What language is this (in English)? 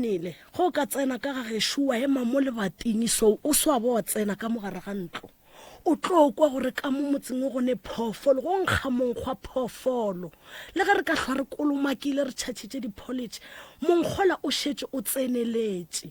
Northern Sotho